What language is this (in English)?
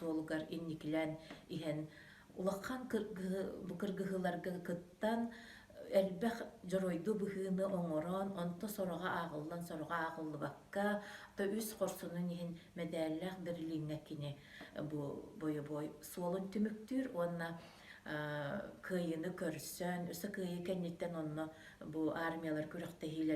Yakut